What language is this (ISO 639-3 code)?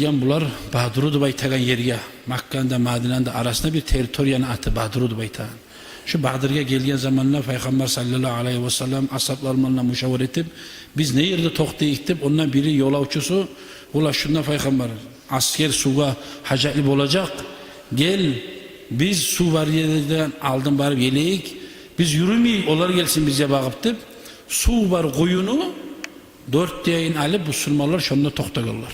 kum